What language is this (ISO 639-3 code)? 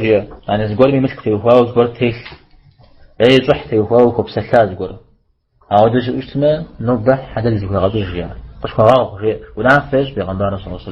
kbd